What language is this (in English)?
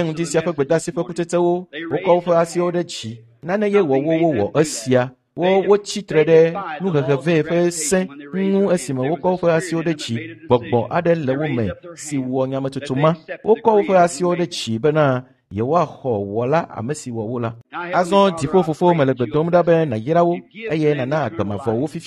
Ewe